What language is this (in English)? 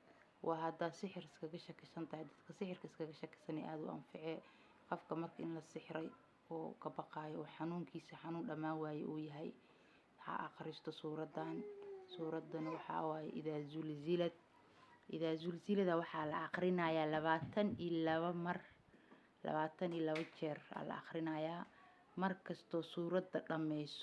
Somali